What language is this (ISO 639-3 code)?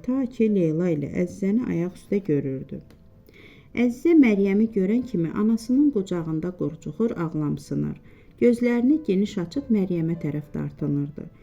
aze